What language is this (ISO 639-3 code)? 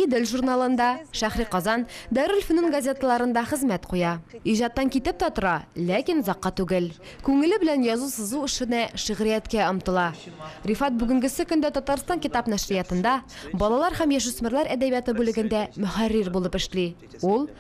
tat